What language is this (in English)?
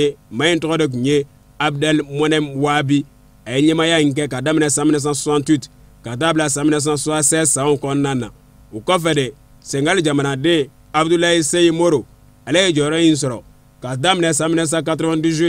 Bambara